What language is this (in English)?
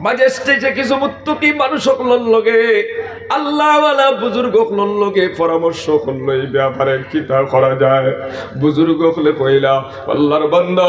Sylheti